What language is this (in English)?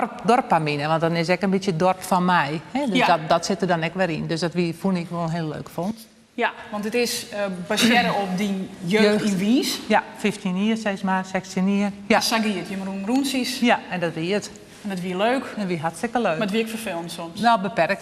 Western Frisian